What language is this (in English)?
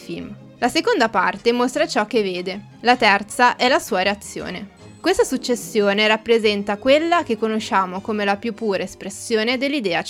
Italian